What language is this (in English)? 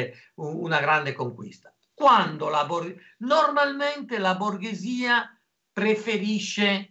Italian